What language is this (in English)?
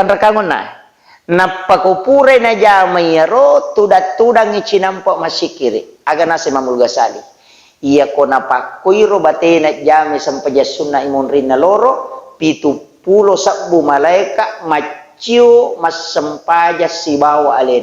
Buginese